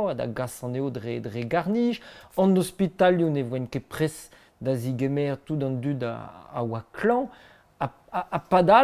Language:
Breton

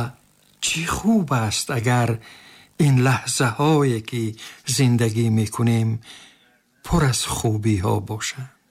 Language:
Tajik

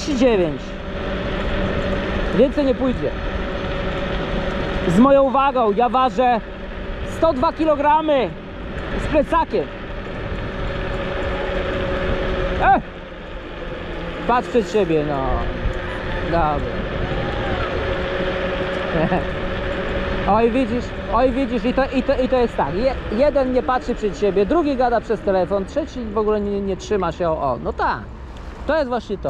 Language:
Polish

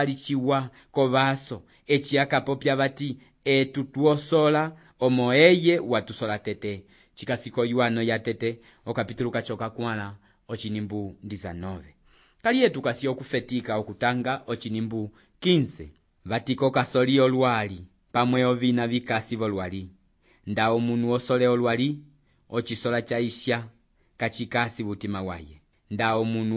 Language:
Umbundu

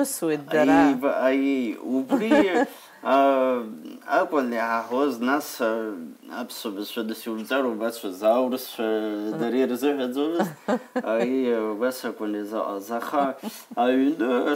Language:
Abkhazian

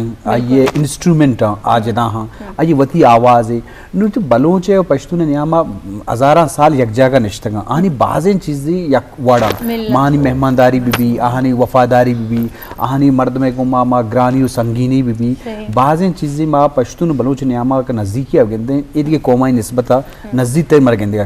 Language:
Eastern Balochi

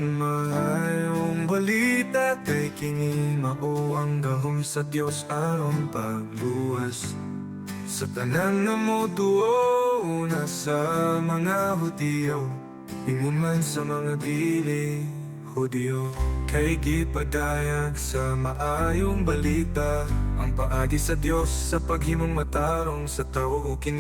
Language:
Cebuano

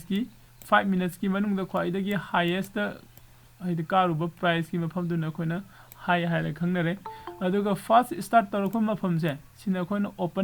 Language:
Manipuri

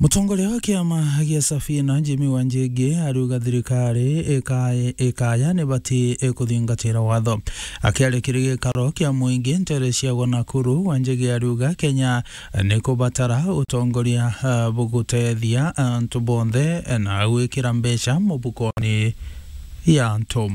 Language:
Meru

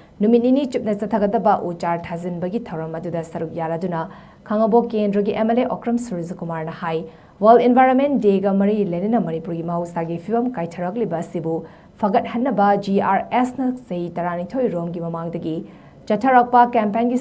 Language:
Manipuri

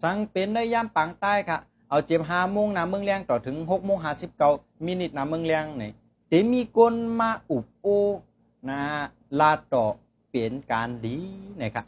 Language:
Shan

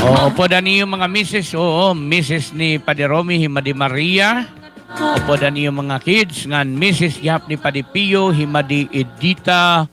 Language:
Waray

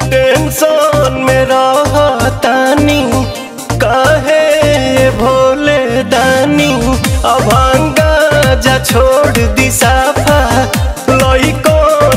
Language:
Bhojpuri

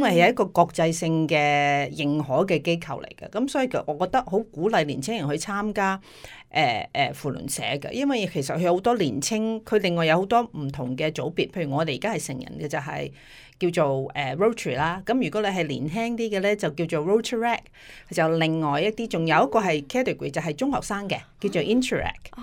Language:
Cantonese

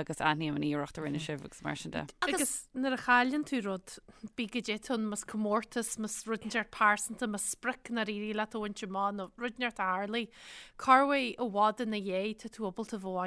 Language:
Irish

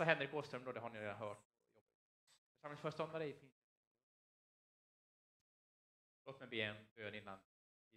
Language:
Swedish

